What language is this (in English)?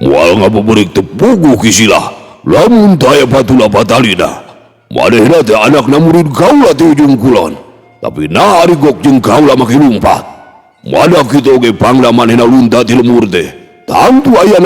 Sundanese